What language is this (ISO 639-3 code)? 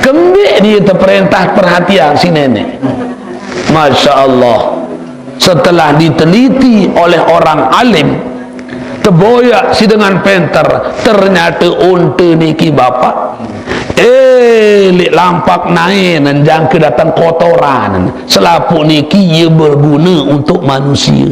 sas